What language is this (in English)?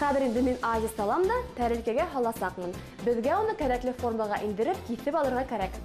Bashkir